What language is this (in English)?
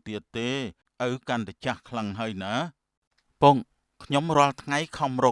Khmer